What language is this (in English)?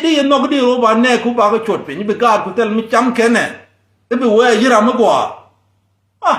Nuer